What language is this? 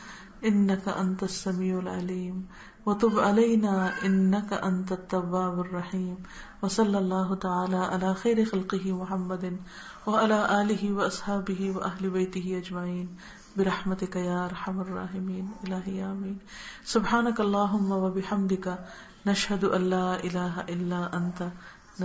Urdu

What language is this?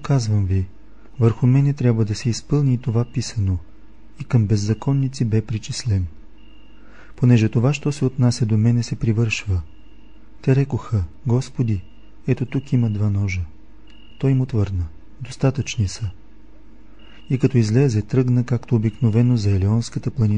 Bulgarian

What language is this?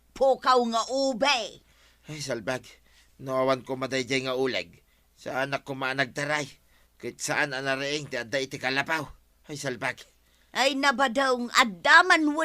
Iloko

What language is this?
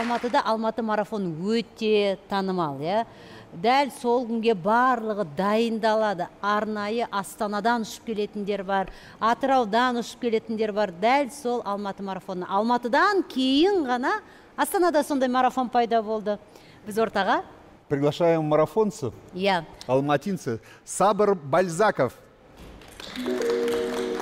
Kazakh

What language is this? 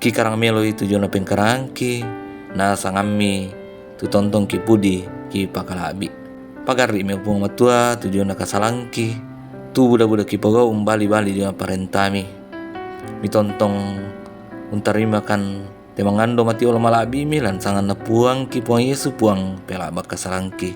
Toraja-Sa'dan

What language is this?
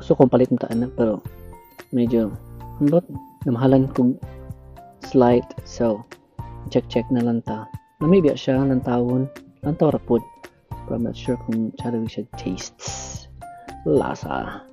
Cebuano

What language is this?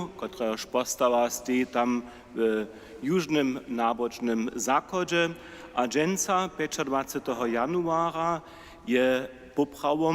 Upper Sorbian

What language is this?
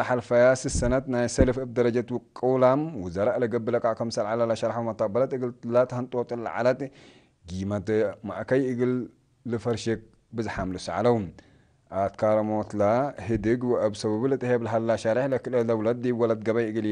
Tigre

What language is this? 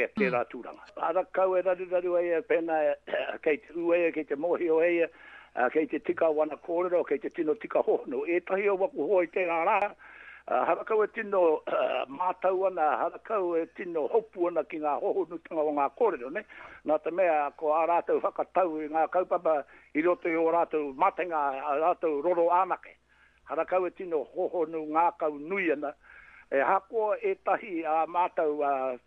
Māori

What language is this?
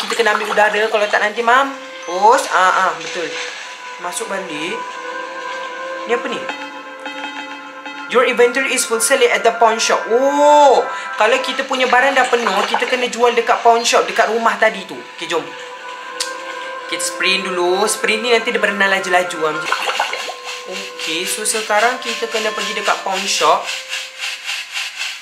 Malay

